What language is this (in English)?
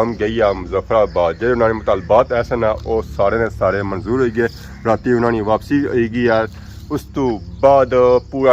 Pahari-Potwari